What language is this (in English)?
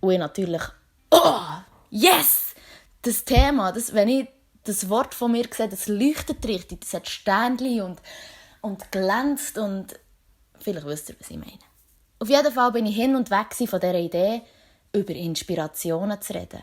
Swiss German